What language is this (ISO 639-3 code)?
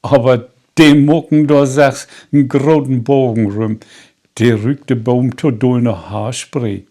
nds